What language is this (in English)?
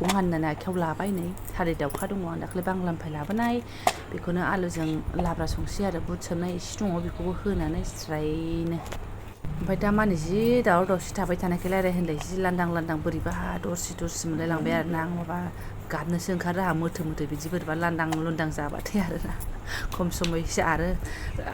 Bodo